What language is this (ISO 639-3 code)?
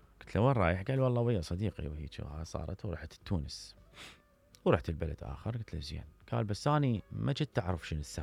acm